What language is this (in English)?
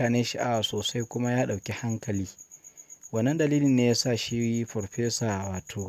Hausa